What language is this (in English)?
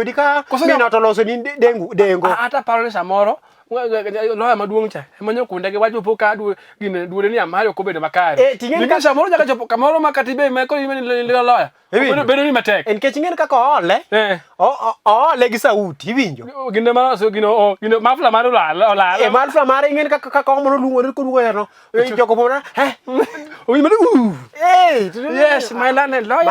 Luo (Kenya and Tanzania)